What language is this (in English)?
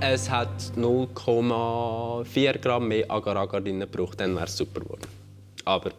Swiss German